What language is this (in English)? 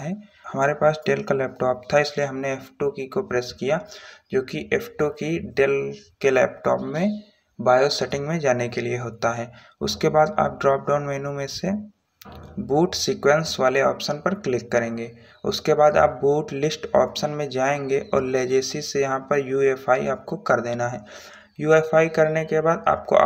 Hindi